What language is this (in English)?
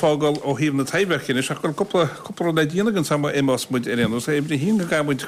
Irish